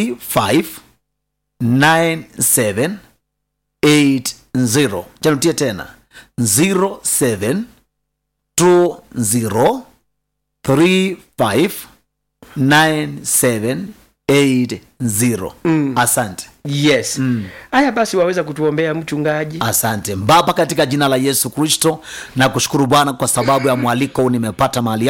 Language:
Swahili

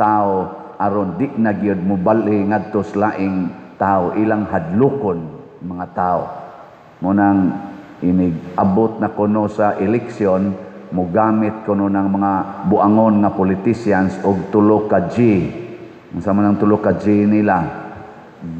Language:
Cebuano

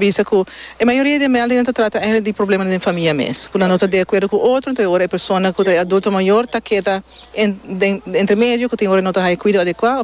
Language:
Papiamento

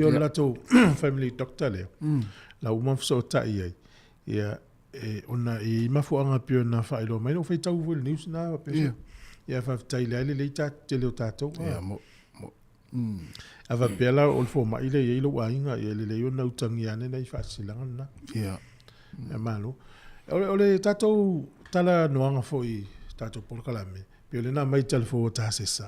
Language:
Samoan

